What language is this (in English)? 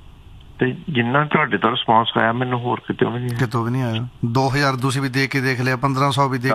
Punjabi